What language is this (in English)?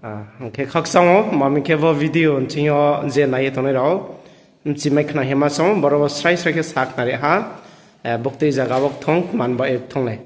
Riang (India)